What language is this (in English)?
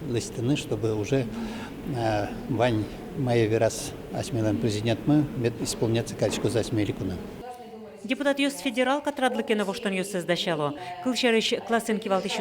Udmurt